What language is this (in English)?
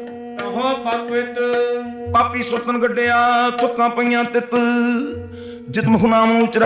Punjabi